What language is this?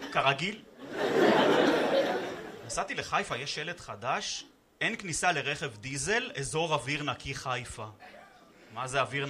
Hebrew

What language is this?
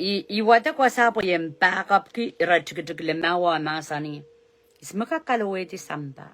Pohnpeian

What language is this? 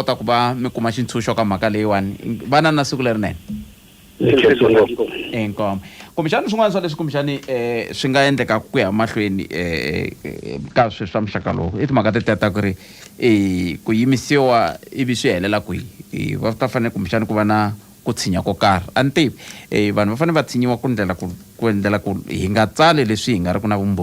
Tsonga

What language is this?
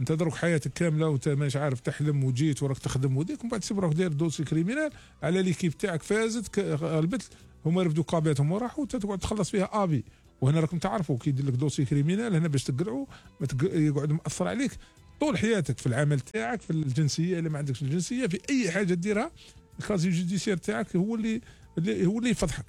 Algerian Arabic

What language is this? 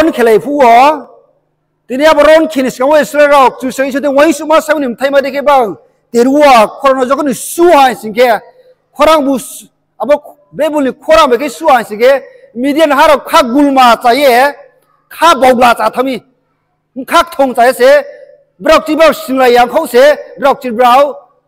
Riang (India)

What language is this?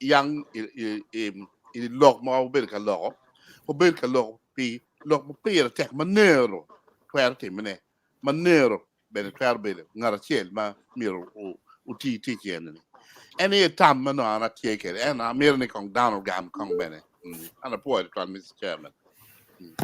Acoli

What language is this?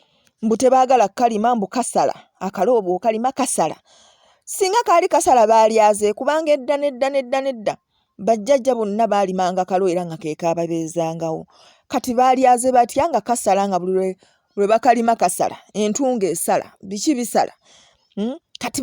Ganda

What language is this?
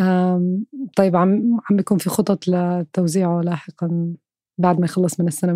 North Levantine Arabic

